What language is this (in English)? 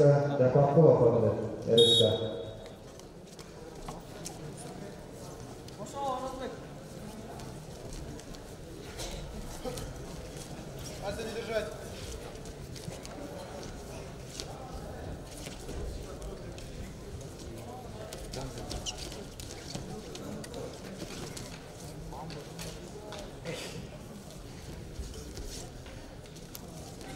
Kazakh